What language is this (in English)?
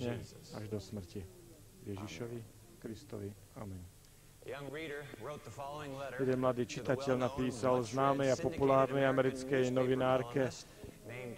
Slovak